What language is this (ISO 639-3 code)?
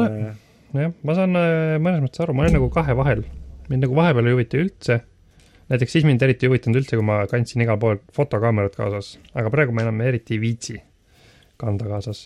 est